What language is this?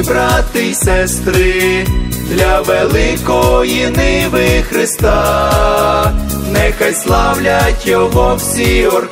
Ukrainian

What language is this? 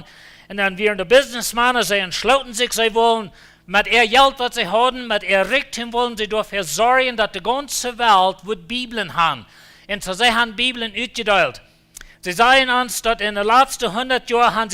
Plautdietsch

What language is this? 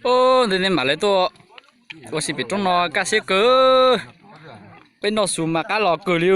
Hmong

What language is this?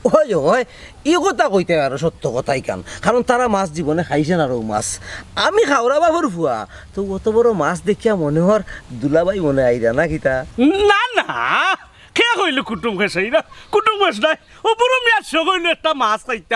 Sylheti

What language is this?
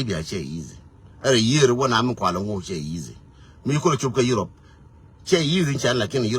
Nuer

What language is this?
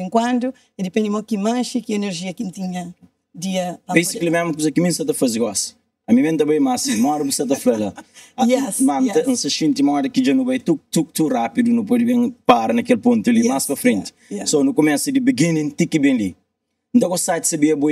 Kabuverdianu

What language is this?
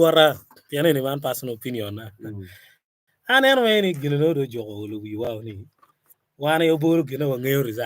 Acoli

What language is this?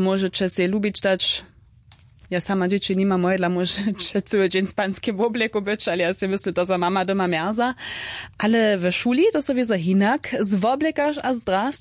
Upper Sorbian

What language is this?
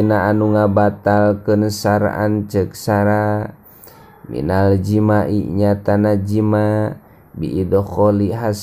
Sundanese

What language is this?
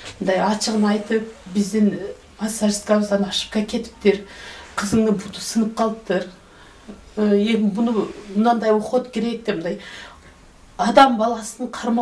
Kyrgyz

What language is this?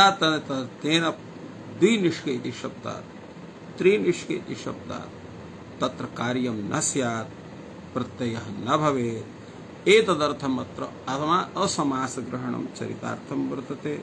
Sanskrit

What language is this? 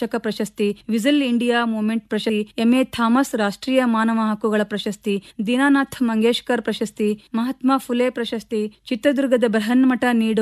Kannada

